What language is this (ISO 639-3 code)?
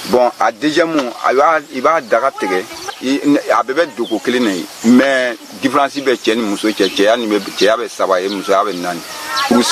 bam